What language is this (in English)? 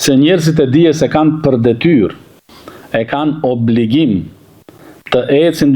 Albanian